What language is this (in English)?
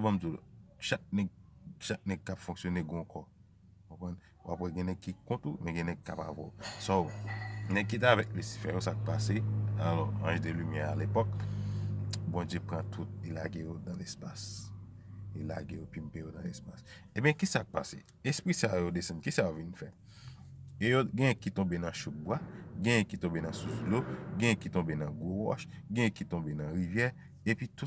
Haitian Creole